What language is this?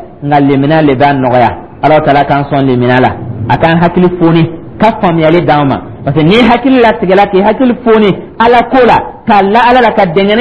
Dyula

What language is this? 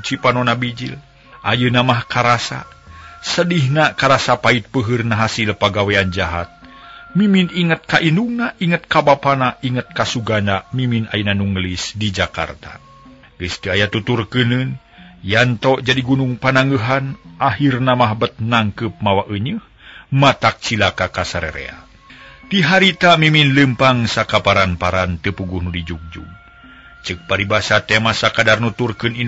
Sundanese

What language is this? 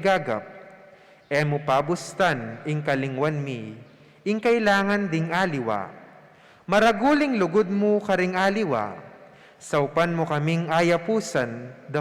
Pampanga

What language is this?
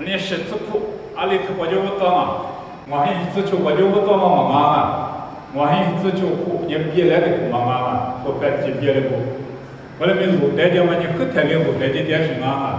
Lisu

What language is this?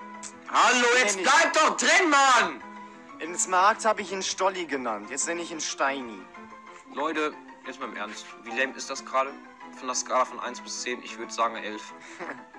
German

